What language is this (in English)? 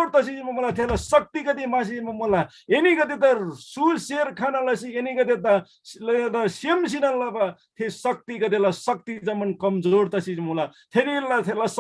Eastern Tamang